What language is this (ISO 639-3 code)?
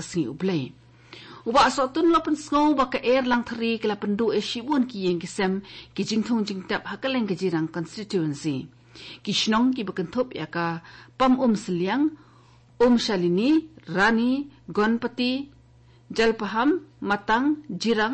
kha